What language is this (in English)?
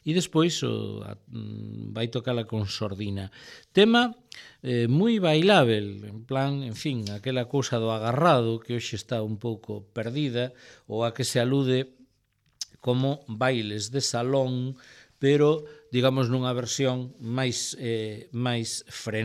Galician